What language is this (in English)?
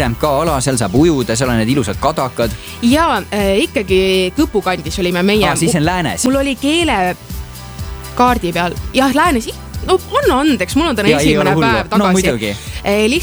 Estonian